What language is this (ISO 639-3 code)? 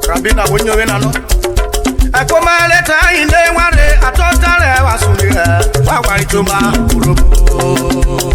urh